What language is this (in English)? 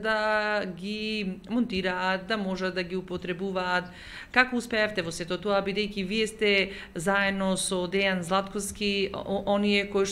Macedonian